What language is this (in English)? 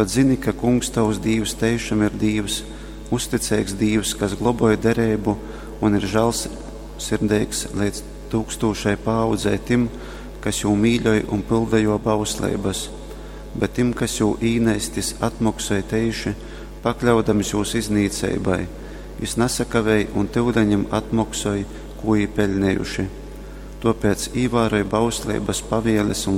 Latgalian